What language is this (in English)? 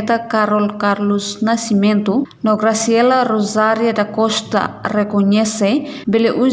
Tetum